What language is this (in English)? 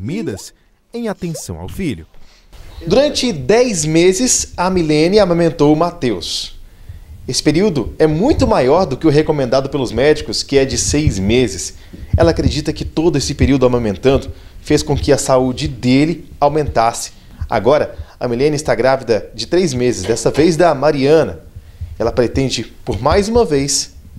Portuguese